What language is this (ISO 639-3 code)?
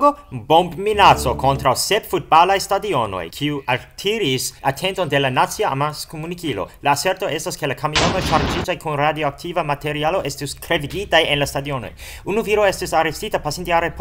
epo